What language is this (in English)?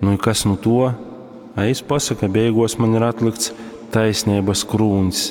Latgalian